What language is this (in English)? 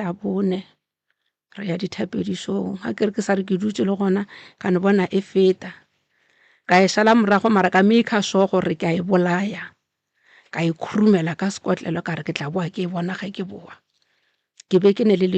Northern Sotho